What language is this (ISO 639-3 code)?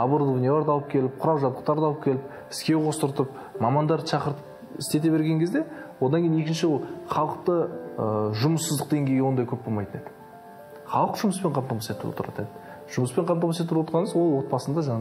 kaz